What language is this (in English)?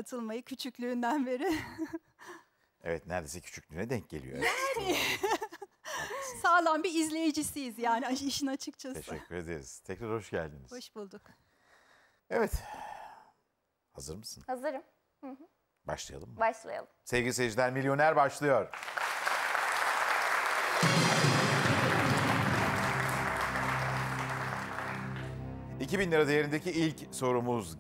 Turkish